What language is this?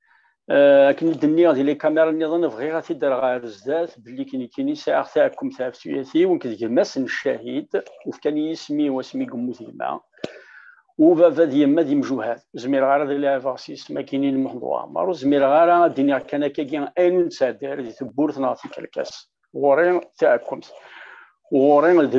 Kabyle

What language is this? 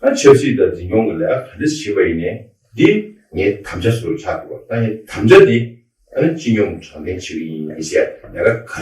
Tibetan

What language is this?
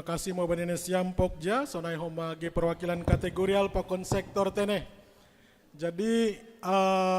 Batak Simalungun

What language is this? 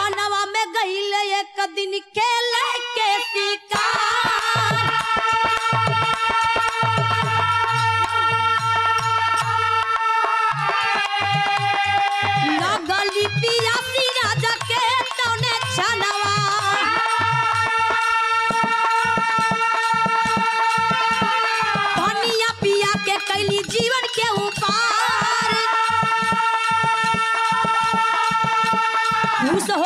Bhojpuri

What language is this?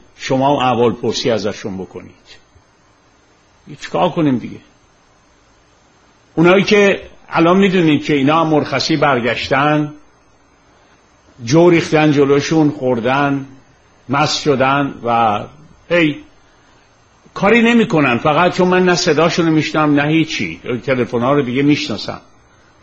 Persian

